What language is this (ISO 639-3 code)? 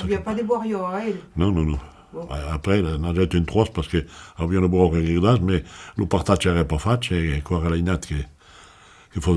oci